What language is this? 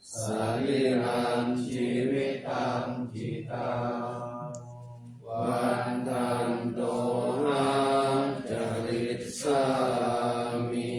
Pali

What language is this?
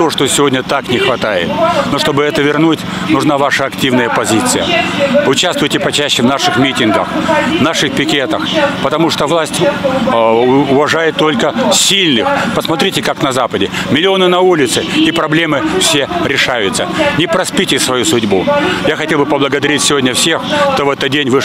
Russian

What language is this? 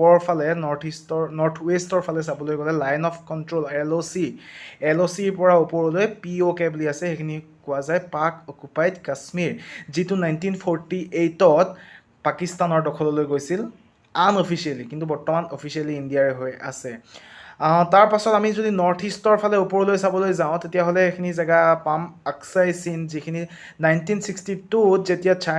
Assamese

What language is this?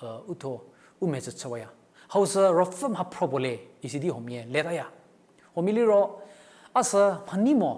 Angami Naga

